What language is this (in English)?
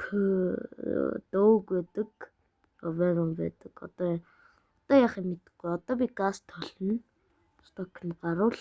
Mongolian